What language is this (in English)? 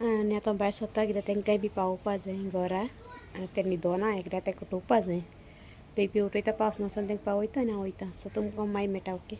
Konkani